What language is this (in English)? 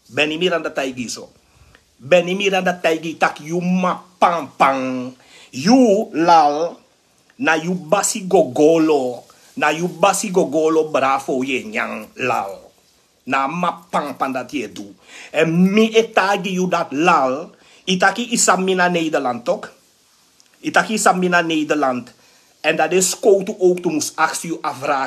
Sranan Tongo